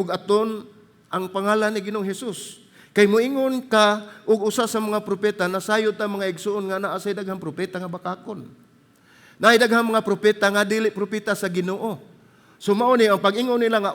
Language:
Cebuano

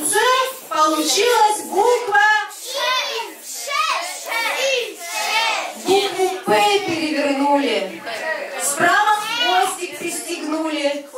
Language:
Russian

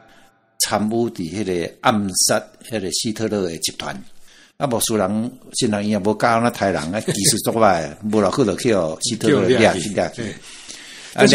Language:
Min Nan Chinese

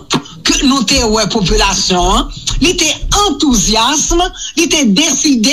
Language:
Haitian Creole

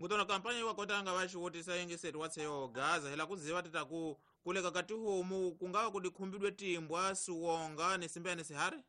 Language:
Tsonga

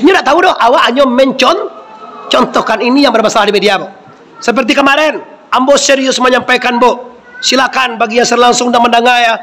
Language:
Minangkabau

